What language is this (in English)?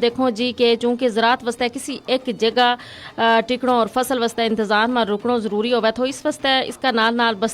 Gujari